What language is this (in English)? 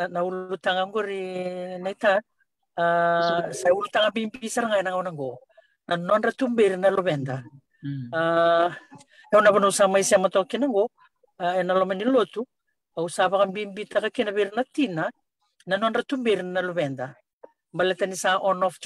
Fijian